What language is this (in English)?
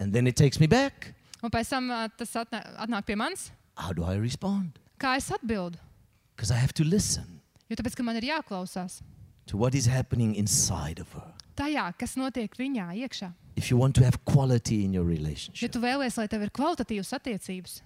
Latvian